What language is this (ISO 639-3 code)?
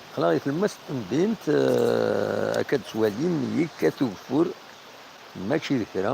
kab